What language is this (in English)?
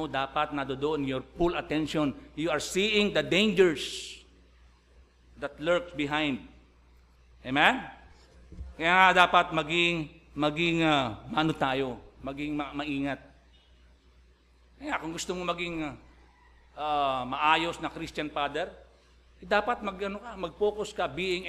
Filipino